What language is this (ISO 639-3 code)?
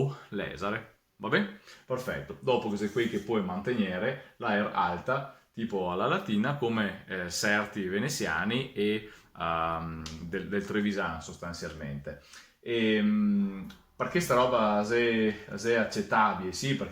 vec